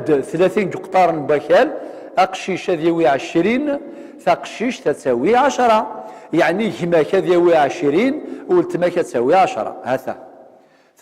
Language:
Kabyle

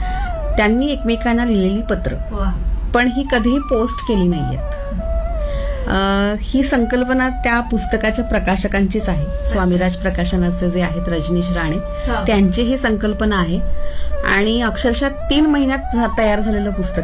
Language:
Marathi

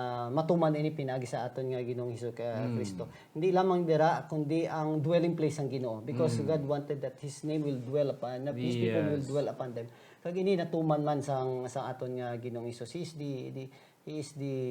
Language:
Hiligaynon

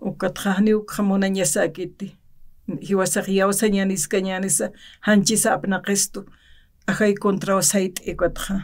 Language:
Aymara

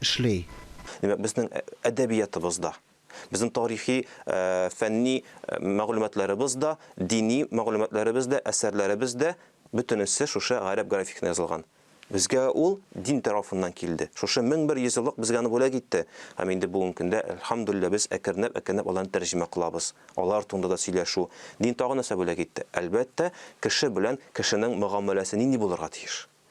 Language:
Tatar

